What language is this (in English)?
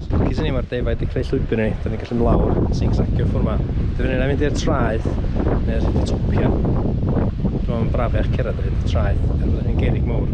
Welsh